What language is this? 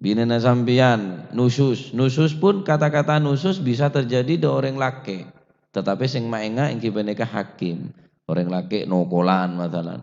Madurese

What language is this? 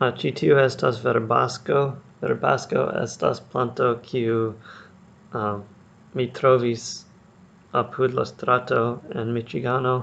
Esperanto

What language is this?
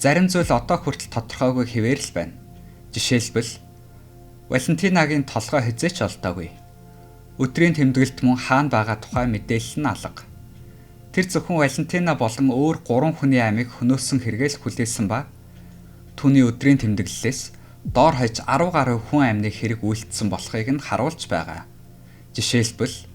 Mongolian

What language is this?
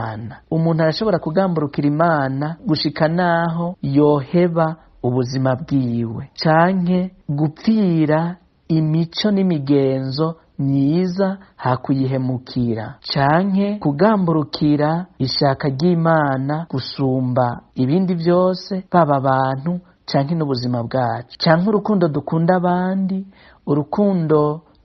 Rundi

